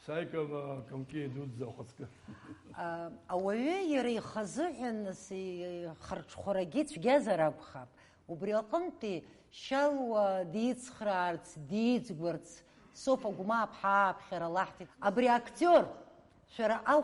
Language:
Abkhazian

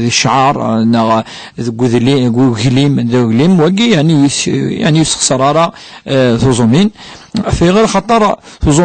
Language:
Kabyle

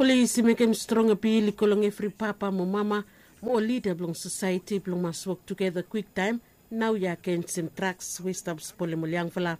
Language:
Bislama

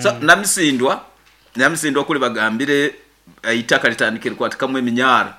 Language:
Nyoro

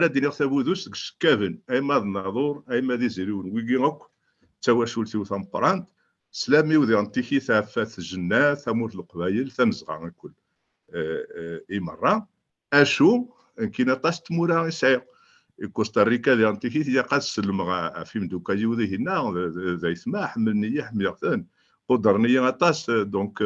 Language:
Kabyle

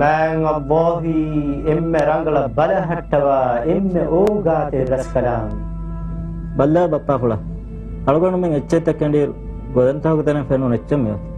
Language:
Divehi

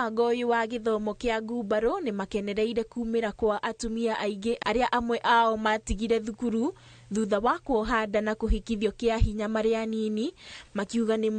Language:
Kikuyu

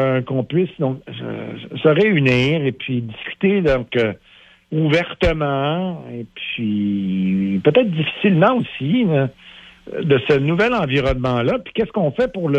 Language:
French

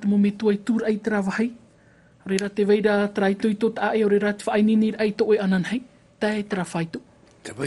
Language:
Tahitian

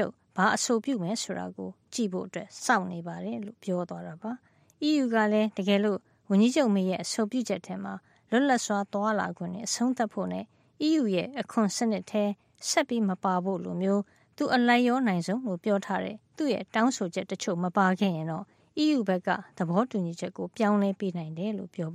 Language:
Burmese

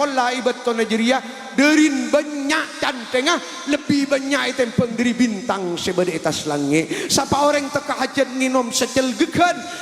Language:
Madurese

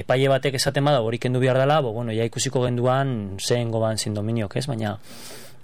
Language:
Basque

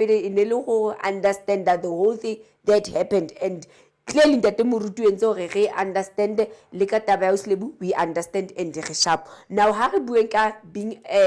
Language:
Southern Sotho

